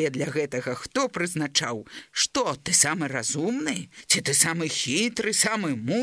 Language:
Belarusian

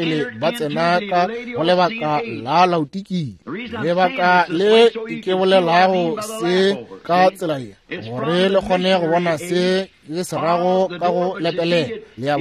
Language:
Northern Sotho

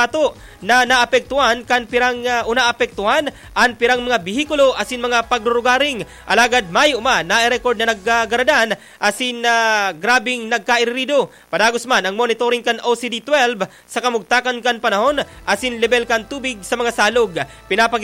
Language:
Bikol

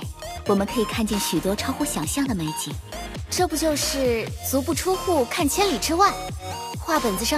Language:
Chinese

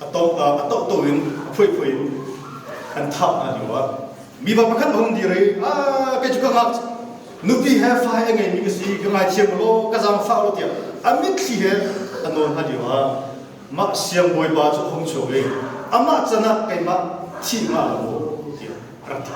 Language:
Hakha Chin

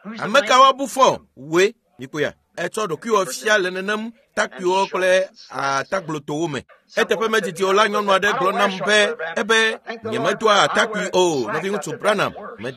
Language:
Ewe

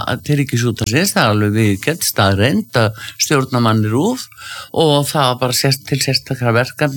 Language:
Icelandic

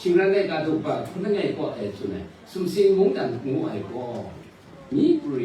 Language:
Kachin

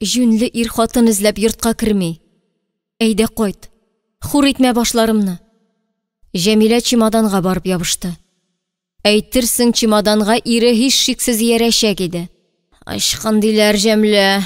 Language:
Tatar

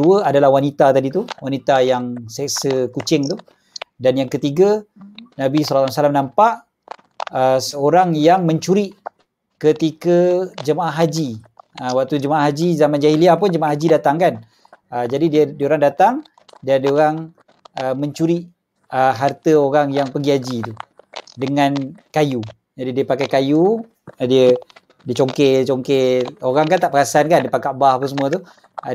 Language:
Malay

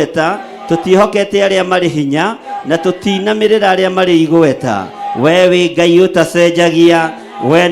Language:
Kikuyu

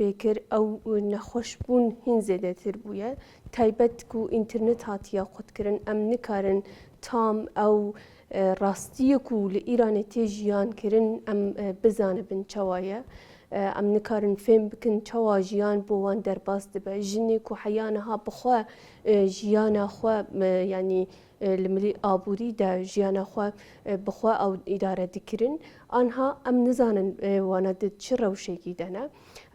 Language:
Kurdish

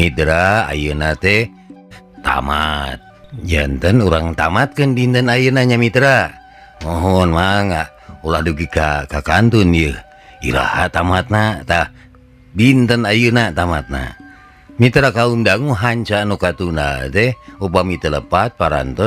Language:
Sundanese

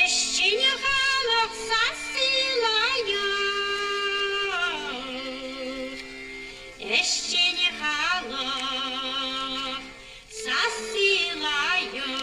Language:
Chuvash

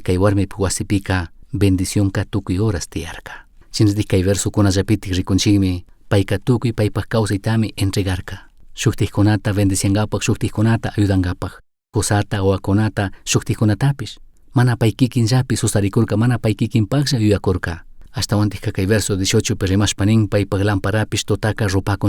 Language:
Chimborazo Highland Quichua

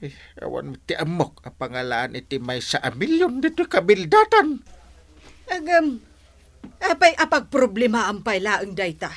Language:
Iloko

